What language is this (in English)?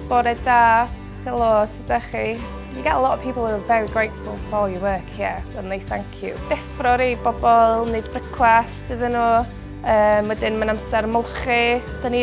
Welsh